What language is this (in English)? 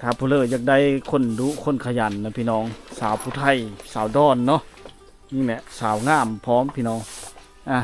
Lao